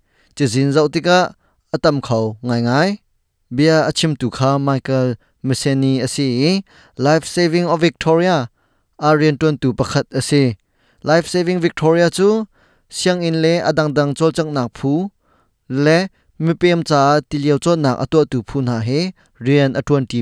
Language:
Hakha Chin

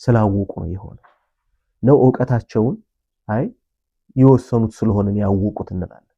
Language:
Amharic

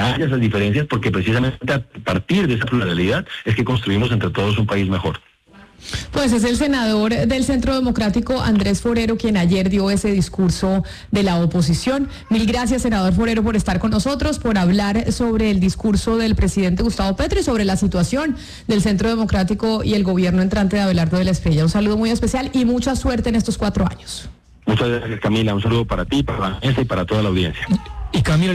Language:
Spanish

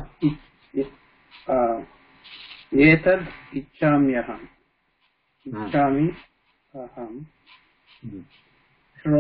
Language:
Sanskrit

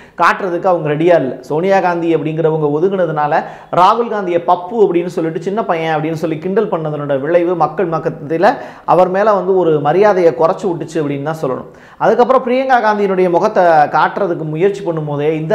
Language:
Tamil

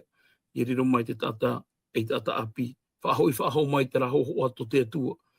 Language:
Tahitian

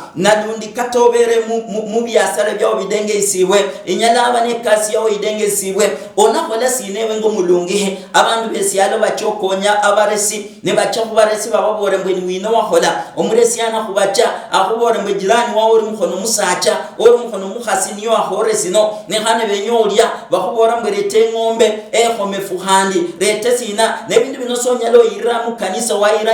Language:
Luyia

